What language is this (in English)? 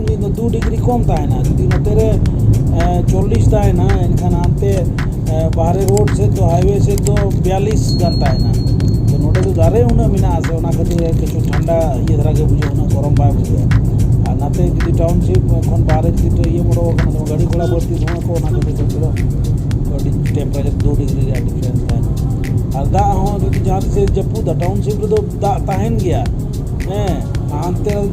Santali